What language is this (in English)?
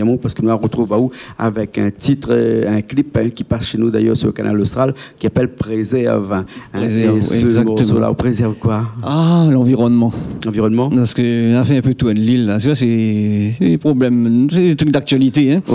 Réunion Creole French